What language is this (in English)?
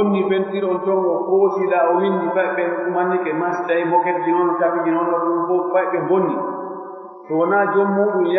Pular